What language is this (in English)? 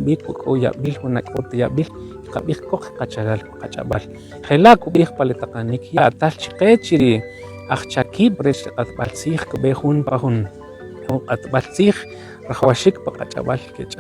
Kʼicheʼ